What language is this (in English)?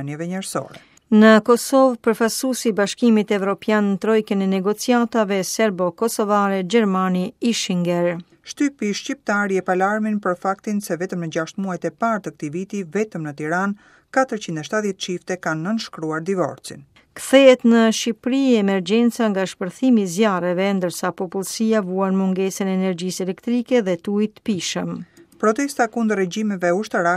Albanian